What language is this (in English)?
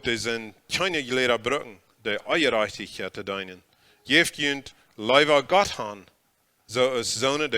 Plautdietsch